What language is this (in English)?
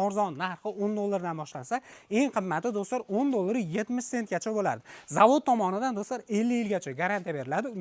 Uzbek